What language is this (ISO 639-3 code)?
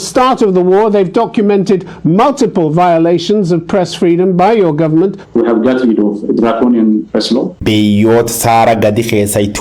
orm